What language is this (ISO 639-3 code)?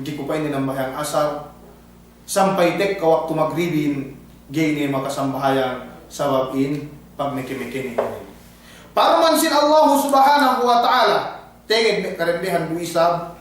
yka